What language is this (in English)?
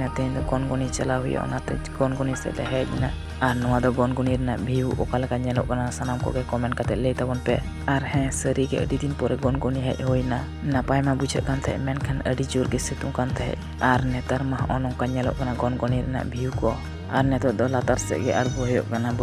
Santali